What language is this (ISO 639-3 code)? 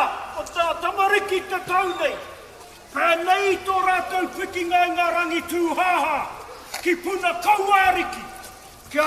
mri